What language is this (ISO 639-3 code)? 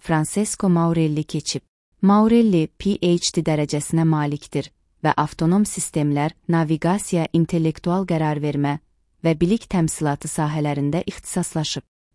aze